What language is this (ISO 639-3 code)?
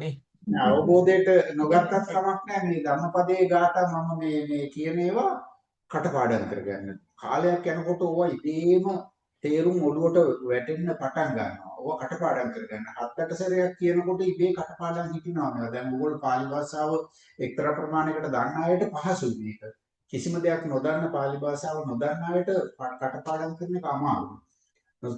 sin